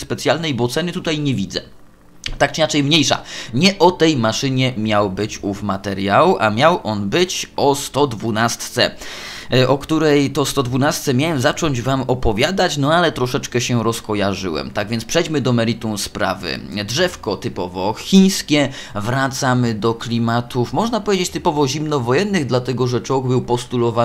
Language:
Polish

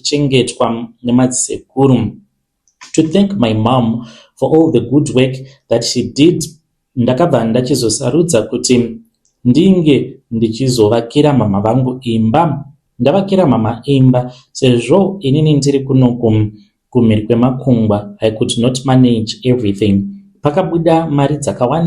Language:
Shona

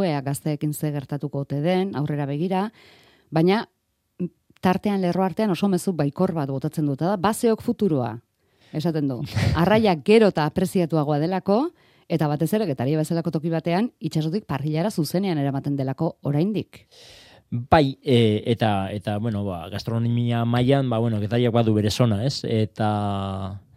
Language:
Basque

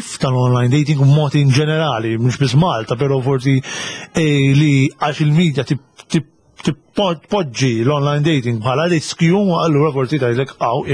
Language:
Maltese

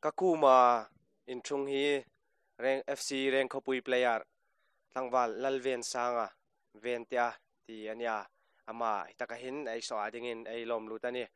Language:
Hmar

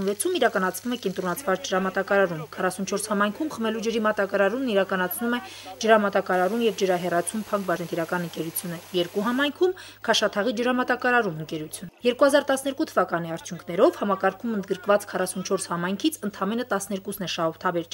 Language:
Armenian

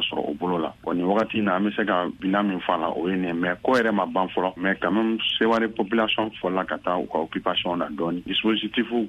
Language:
Bambara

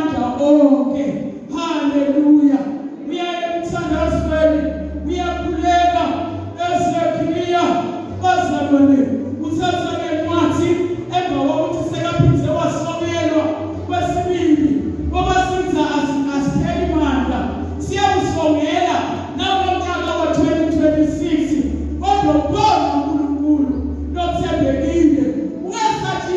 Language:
Zulu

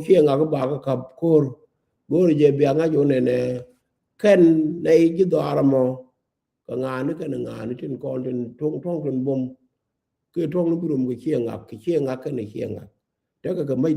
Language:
Nuer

